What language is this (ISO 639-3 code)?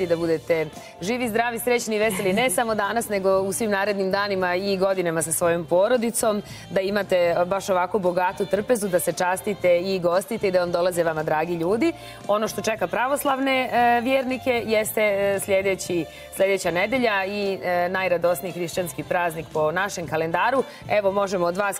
srp